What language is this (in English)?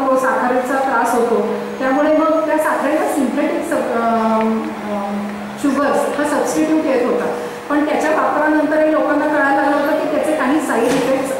Marathi